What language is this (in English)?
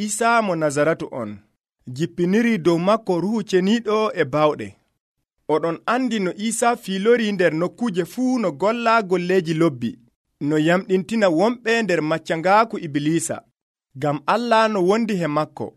Nigerian Fulfulde